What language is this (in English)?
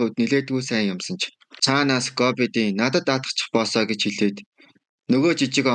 Mongolian